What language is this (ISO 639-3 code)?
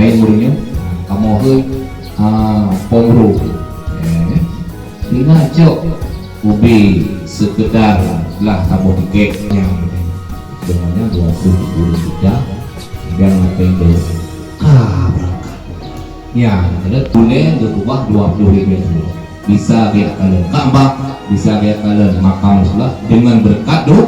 ace